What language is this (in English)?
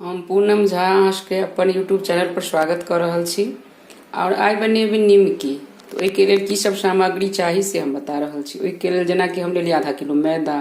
Maithili